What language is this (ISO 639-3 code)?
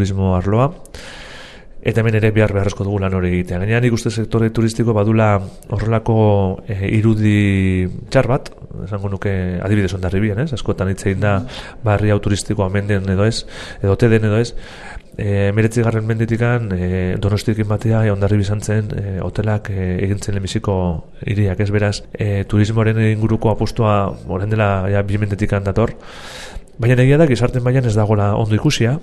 eus